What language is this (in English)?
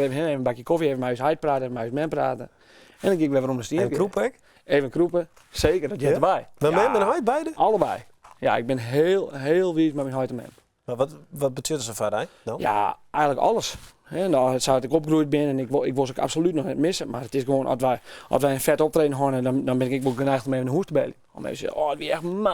Western Frisian